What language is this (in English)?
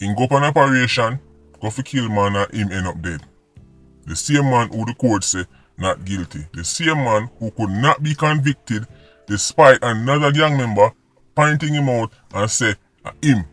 Jamaican Creole English